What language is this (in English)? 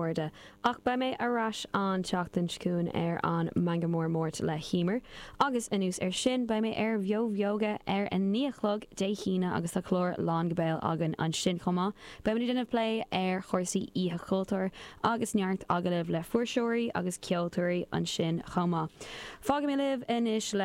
Irish